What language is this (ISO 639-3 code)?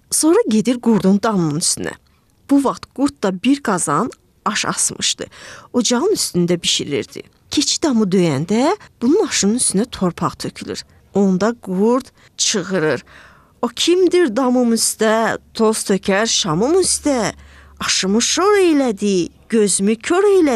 aze